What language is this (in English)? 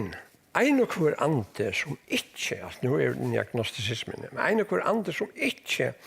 Faroese